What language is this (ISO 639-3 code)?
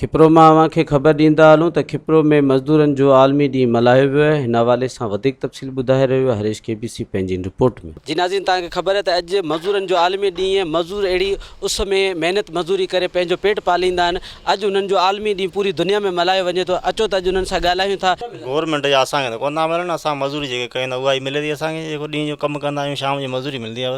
snd